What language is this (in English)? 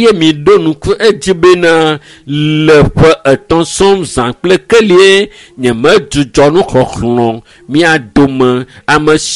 Ewe